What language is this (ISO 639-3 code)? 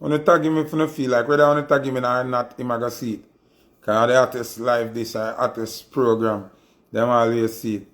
jam